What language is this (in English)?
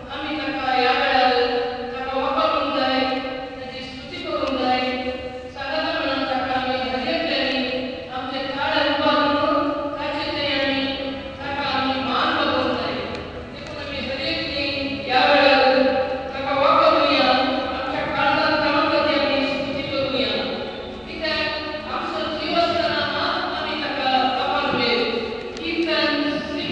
Konkani